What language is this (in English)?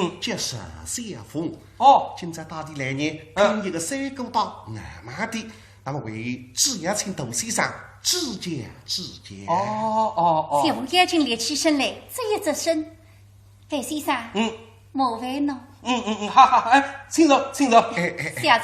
Wu Chinese